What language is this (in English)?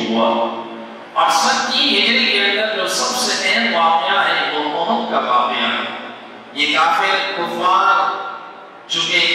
Urdu